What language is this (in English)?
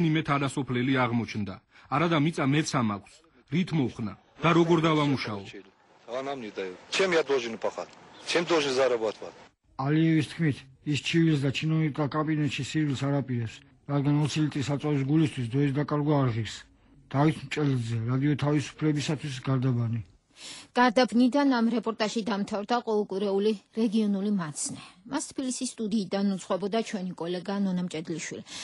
Georgian